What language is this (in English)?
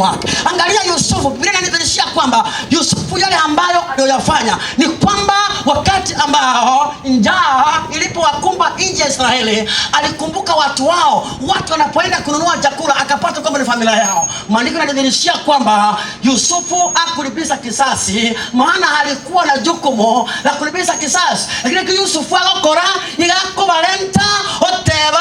Gusii